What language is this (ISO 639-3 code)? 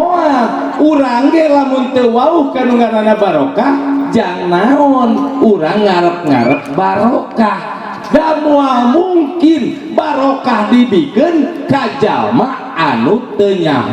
sun